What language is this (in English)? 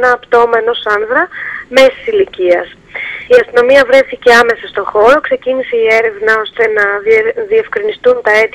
Greek